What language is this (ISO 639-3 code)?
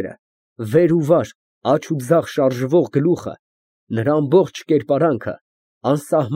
hye